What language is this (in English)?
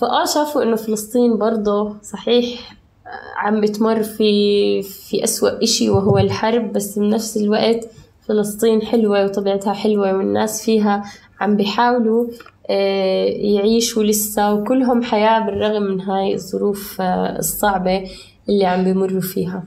North Levantine Arabic